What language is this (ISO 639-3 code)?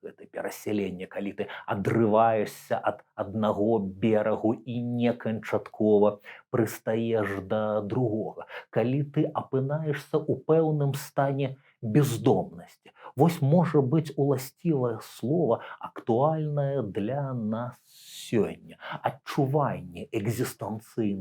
bel